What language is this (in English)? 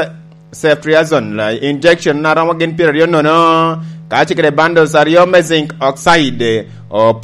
Lango (Uganda)